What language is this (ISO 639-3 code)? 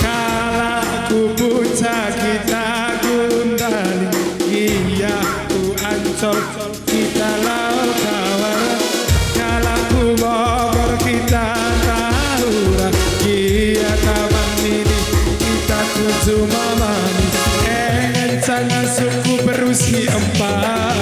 btx